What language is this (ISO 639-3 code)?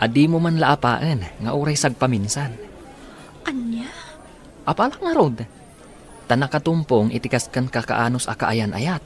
ilo